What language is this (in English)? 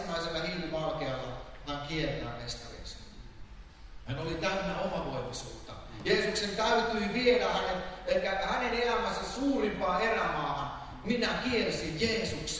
Finnish